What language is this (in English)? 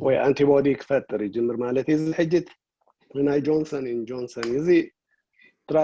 Tigrinya